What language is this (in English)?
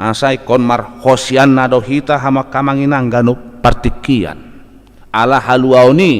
Batak Toba